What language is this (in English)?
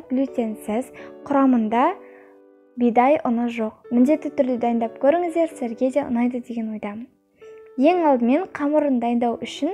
Kazakh